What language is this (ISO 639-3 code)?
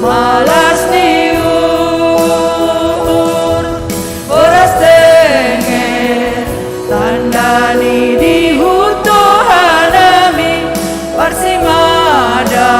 bts